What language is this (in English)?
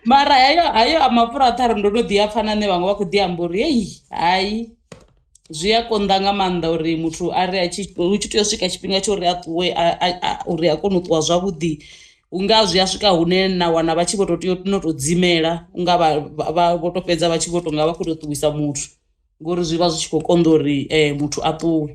Venda